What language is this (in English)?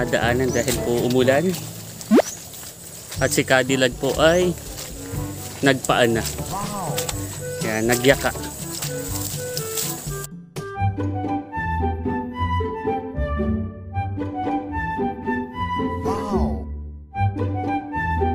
Filipino